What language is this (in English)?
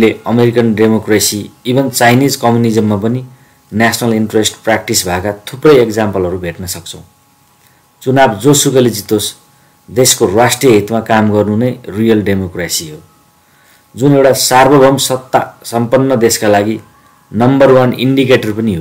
Nepali